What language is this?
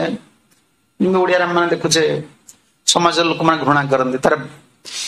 Odia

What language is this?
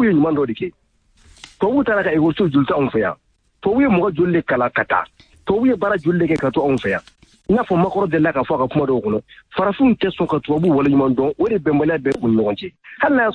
Bambara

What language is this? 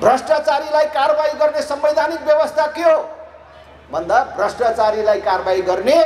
Nepali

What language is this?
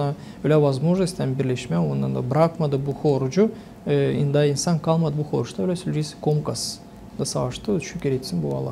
Gagauz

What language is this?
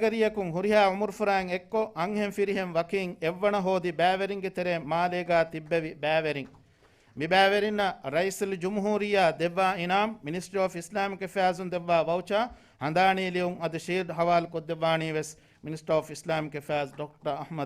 Divehi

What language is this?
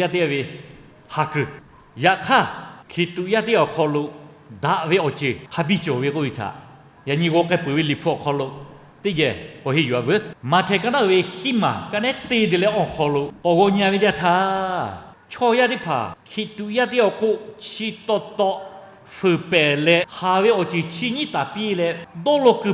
Lahu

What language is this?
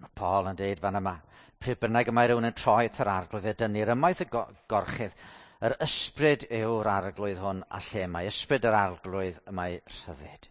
Welsh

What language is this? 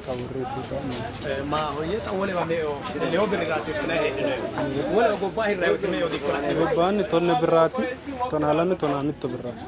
Sidamo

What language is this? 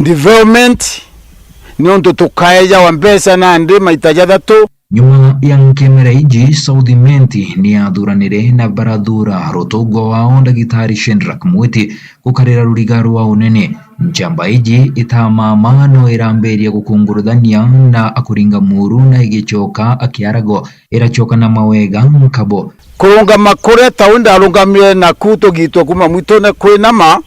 Meru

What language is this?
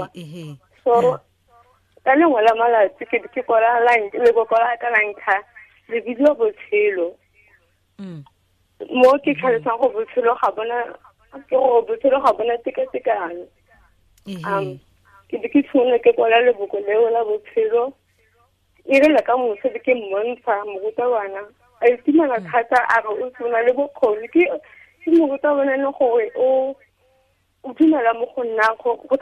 Tswana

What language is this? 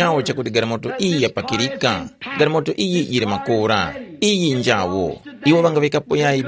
Tumbuka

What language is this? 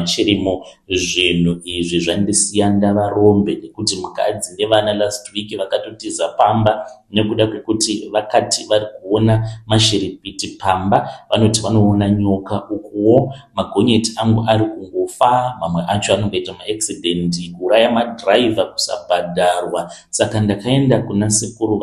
Shona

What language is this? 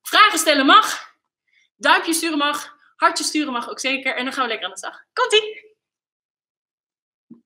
Dutch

